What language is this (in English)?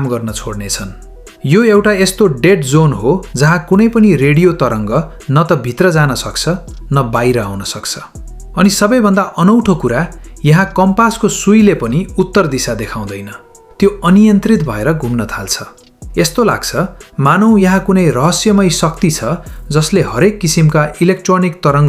Nepali